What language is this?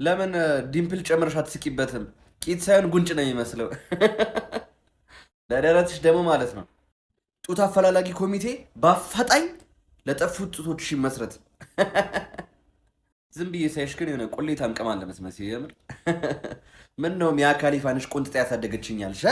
Amharic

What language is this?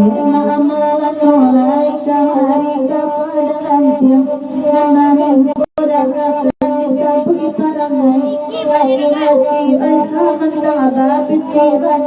Minangkabau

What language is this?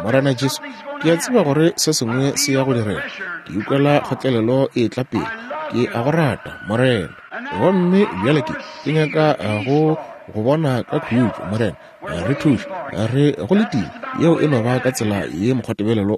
Northern Sotho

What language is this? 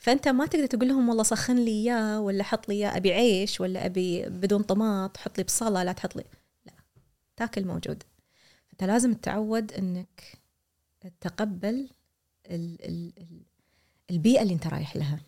Gulf Arabic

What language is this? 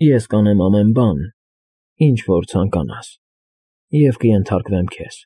Armenian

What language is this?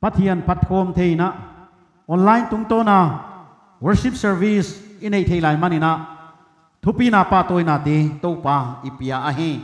Paite Chin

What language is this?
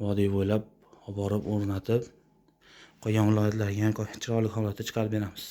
Uzbek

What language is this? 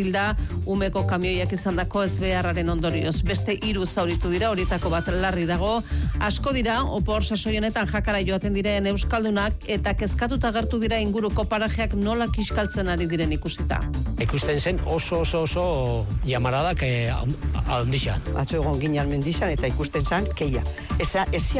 Basque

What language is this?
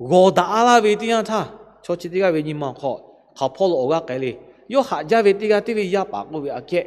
Lahu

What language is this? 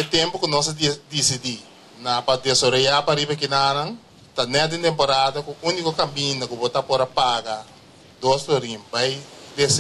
Papiamento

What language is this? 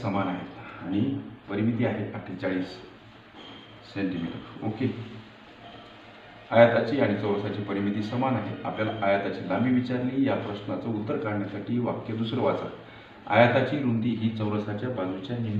Marathi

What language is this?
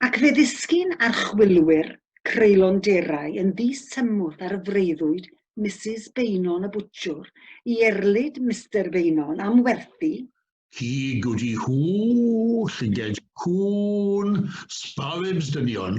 Welsh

